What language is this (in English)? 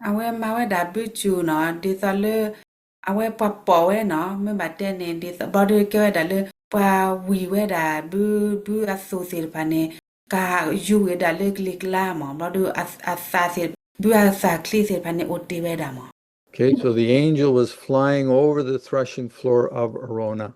S'gaw Karen